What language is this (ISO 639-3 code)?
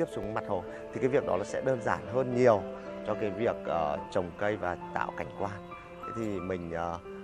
vie